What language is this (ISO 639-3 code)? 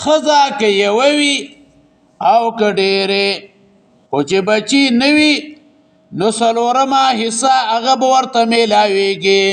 pus